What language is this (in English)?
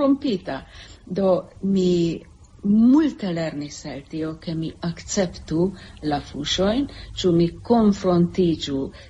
Esperanto